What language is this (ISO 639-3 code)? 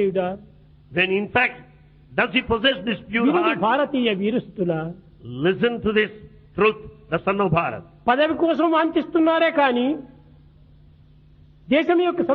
tel